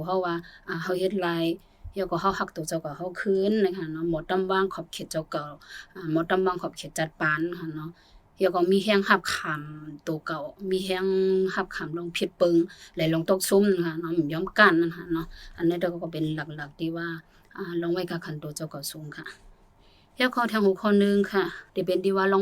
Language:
Shan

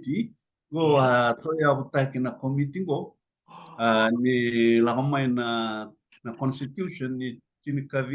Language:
Fijian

